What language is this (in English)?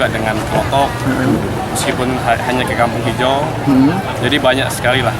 Banjar